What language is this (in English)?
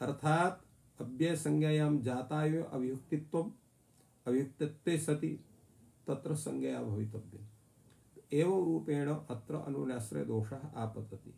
Sanskrit